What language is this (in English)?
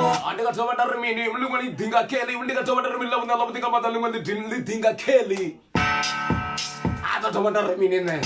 Venda